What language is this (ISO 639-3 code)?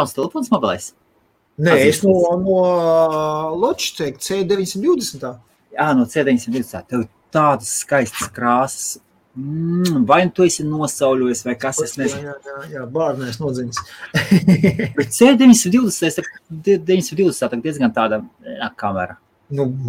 lav